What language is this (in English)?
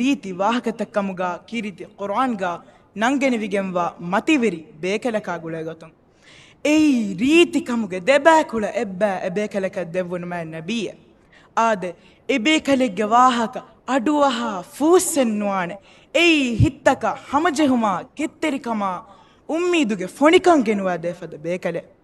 Divehi